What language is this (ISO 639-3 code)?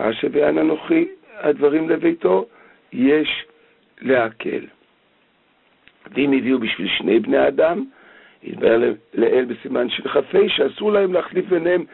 heb